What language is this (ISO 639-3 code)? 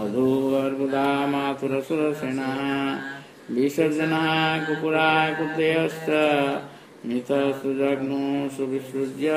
ori